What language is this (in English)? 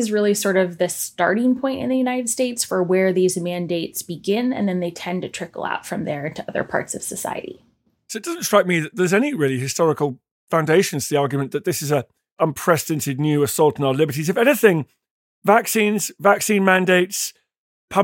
English